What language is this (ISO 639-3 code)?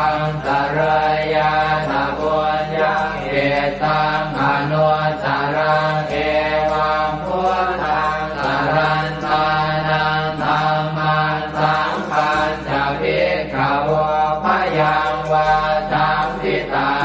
pli